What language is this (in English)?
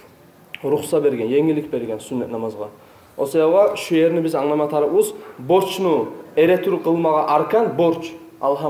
Kumyk